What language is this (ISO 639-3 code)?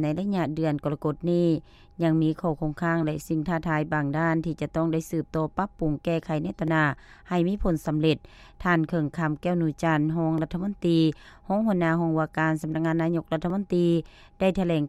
lao